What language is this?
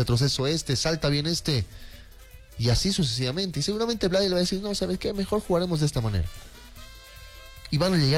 Spanish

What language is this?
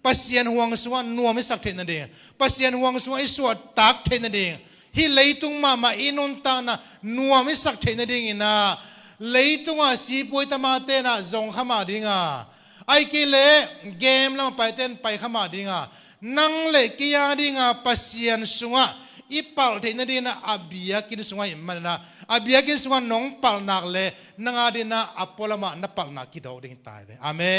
Tedim Chin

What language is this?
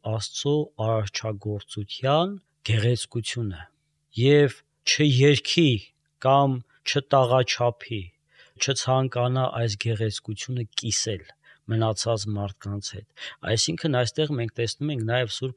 Armenian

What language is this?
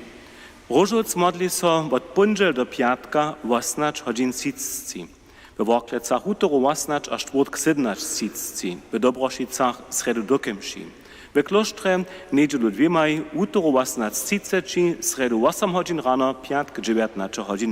Upper Sorbian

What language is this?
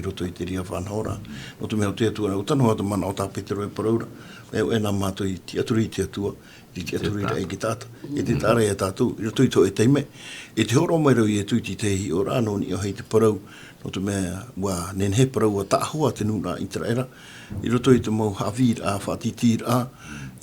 Tahitian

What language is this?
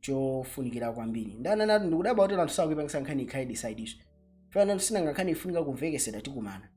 Nyanja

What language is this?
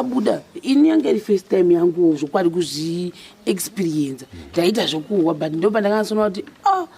Shona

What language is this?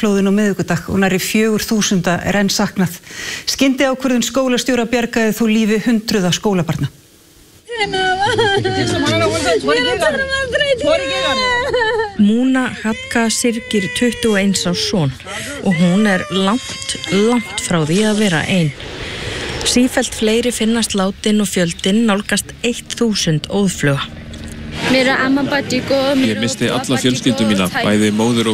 Icelandic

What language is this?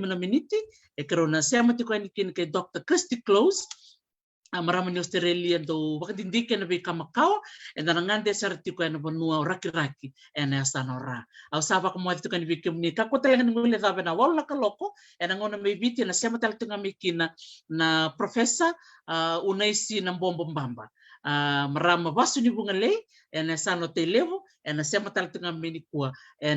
Fijian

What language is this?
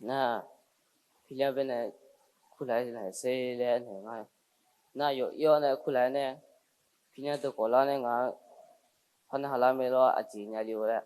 Akha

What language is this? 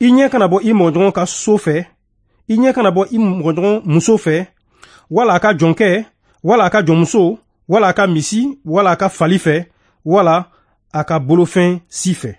Bambara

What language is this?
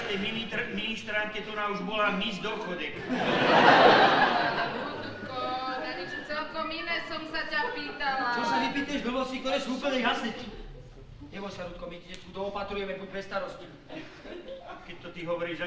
Slovak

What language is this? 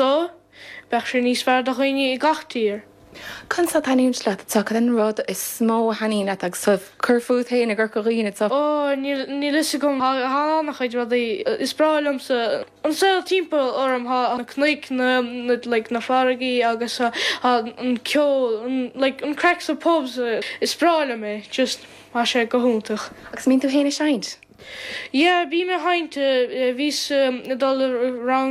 Irish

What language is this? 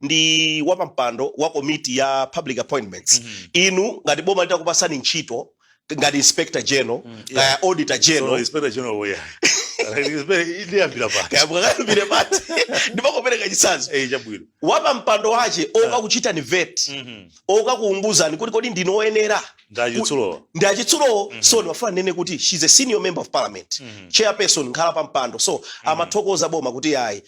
Nyanja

